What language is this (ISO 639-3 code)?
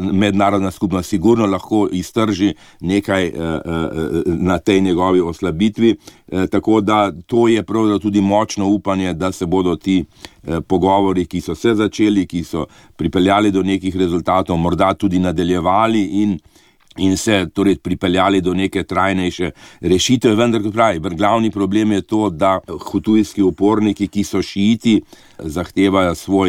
slv